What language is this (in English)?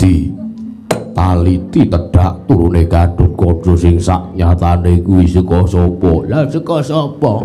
Javanese